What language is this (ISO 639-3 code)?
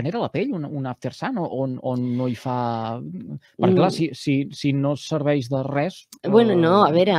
cat